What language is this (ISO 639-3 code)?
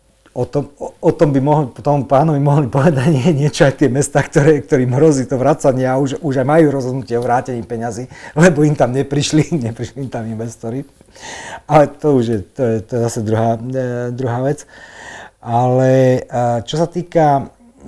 slk